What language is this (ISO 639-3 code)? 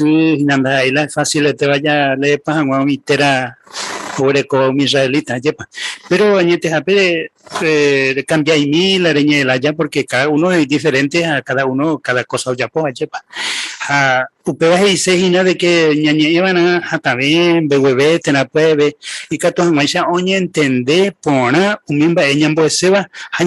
grn